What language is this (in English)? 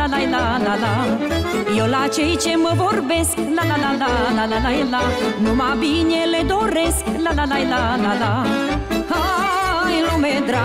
Romanian